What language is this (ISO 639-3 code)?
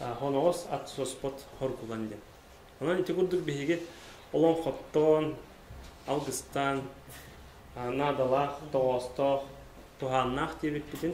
sah